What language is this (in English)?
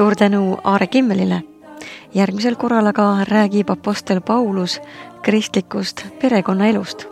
Estonian